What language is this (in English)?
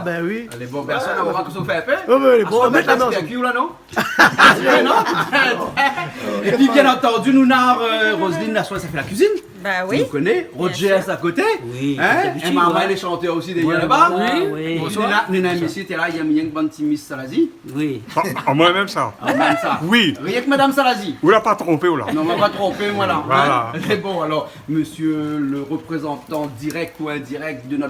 Réunion Creole French